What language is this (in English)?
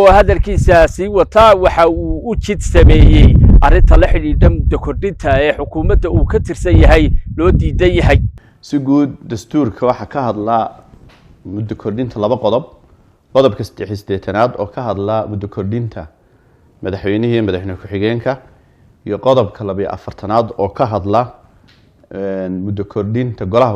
Somali